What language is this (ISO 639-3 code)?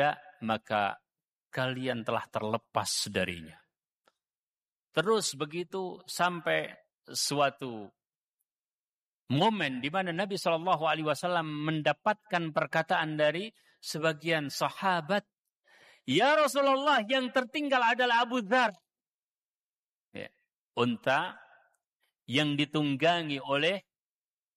ind